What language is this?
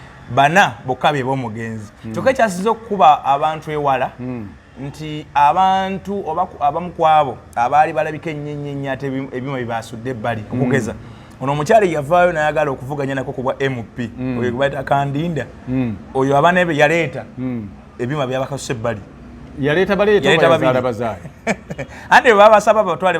Ganda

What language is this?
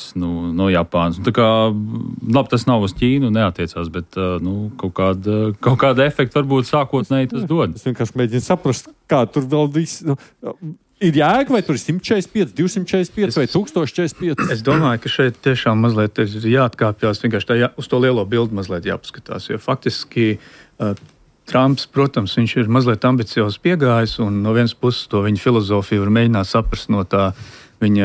Latvian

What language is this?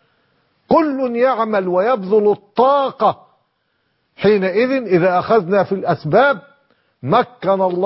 Arabic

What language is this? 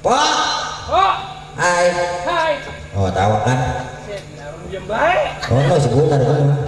Betawi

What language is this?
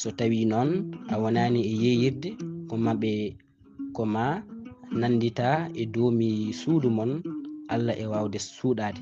Fula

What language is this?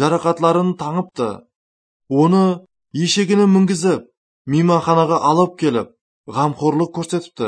Kara-Kalpak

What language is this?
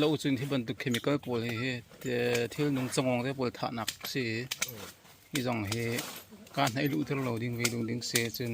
Hakha Chin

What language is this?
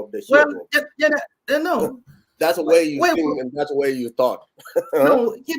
Nuer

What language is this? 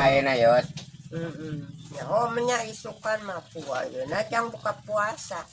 Sundanese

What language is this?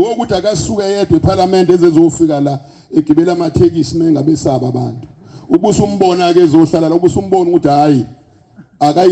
Zulu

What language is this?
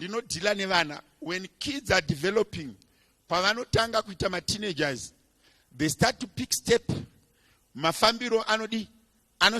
Shona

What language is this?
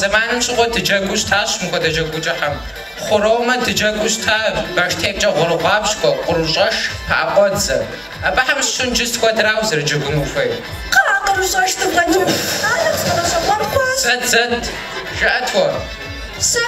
Kabardian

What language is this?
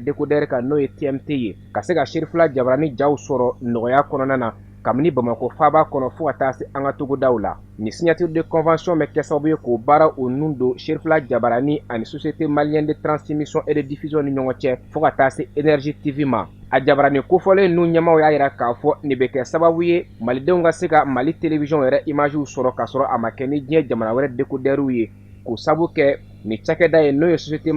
Bambara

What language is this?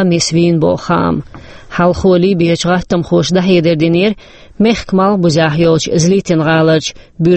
Chechen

